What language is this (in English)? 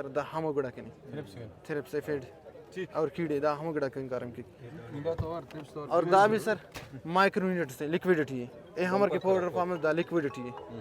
Brahui